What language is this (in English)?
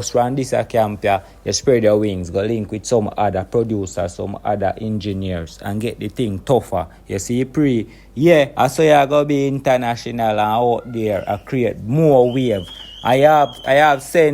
Jamaican Creole English